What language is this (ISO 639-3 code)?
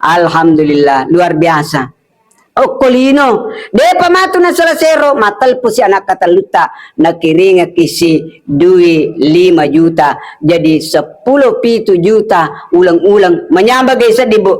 bug